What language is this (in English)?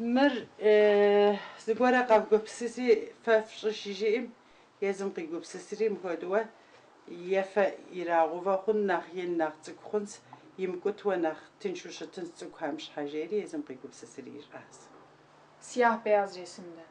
Kabardian